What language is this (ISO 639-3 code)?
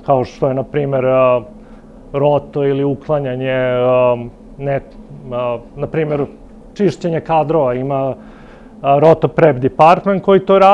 srp